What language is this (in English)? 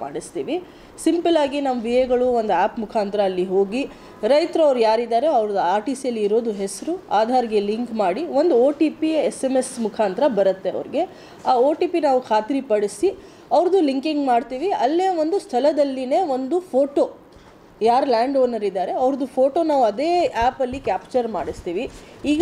Kannada